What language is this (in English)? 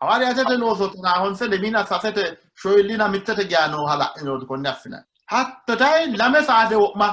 Sidamo